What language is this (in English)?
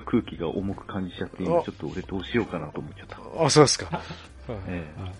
Japanese